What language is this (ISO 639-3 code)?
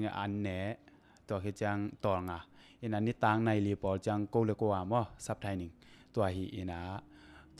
ctd